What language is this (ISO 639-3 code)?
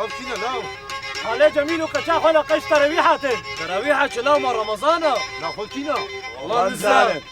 kur